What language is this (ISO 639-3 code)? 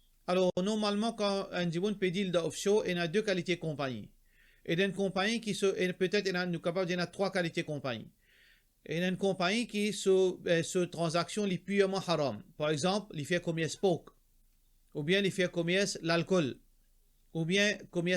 mfe